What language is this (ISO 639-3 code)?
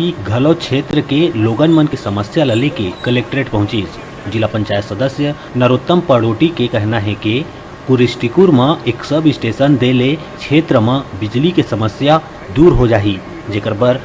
hne